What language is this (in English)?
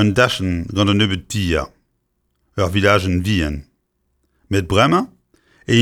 Breton